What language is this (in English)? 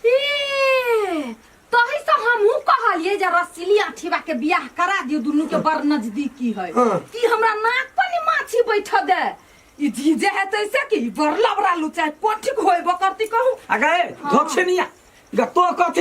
Maithili